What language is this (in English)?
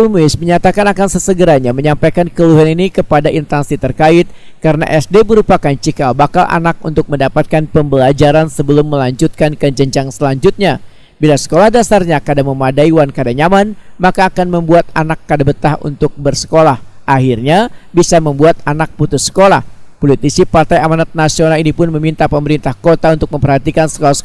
Banjar